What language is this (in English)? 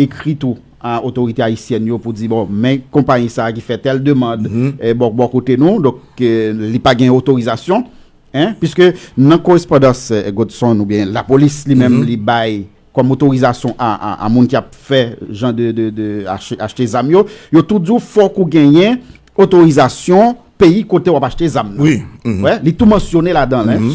Haitian Creole